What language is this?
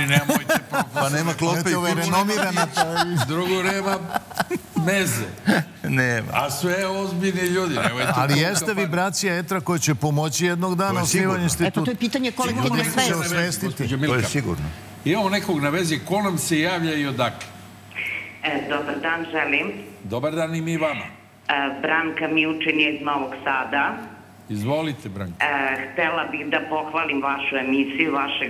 Serbian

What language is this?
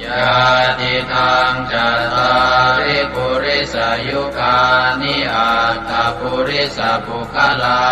Pali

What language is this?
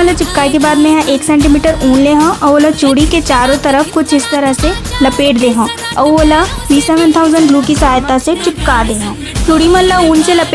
Chhattisgarhi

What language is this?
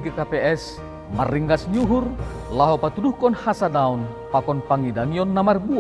Batak Simalungun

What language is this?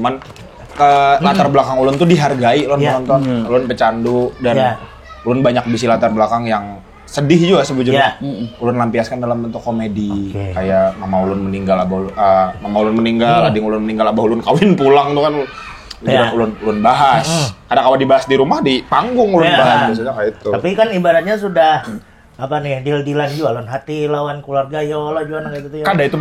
Banjar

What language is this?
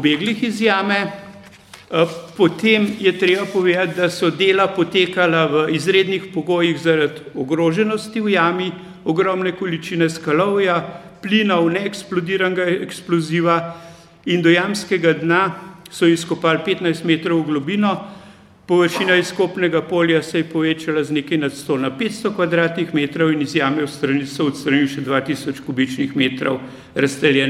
Slovenian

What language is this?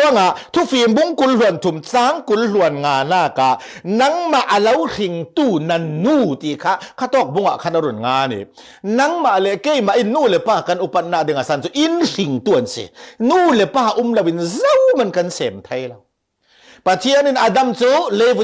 Falam Chin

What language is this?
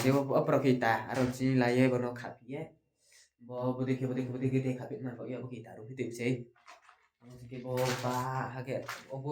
Riang (India)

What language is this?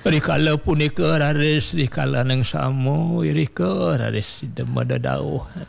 Balinese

